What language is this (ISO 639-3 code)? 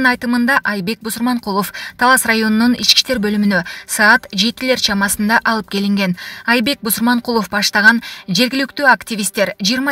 kir